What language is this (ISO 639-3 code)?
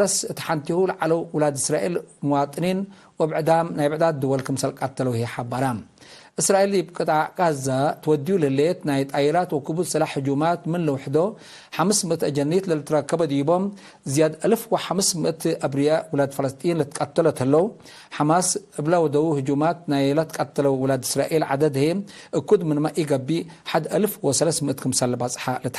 tig